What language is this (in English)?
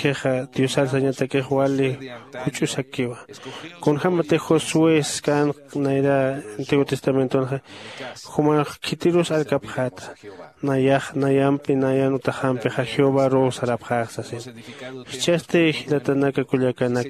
Aymara